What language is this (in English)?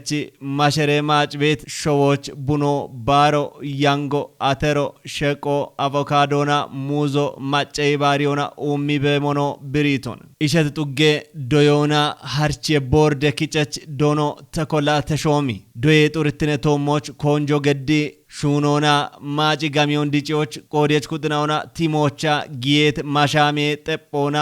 Kafa